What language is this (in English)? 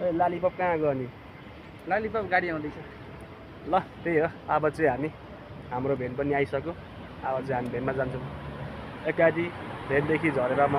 Nepali